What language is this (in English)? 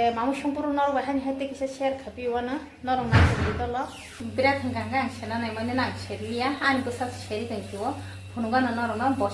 Kok Borok